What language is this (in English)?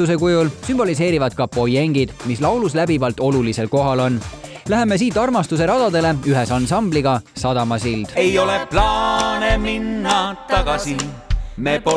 Estonian